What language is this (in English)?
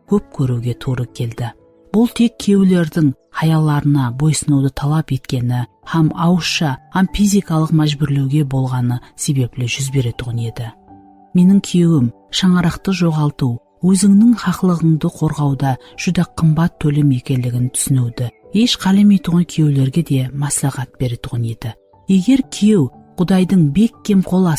Kara-Kalpak